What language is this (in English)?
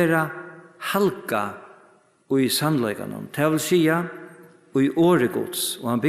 Faroese